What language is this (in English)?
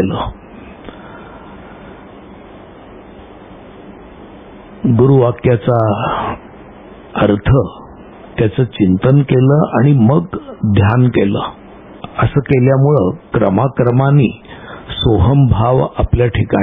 Marathi